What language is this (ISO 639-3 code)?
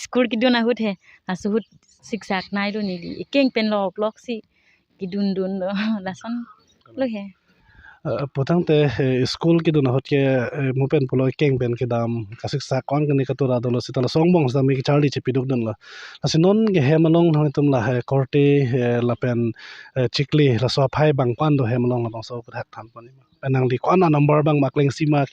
mjw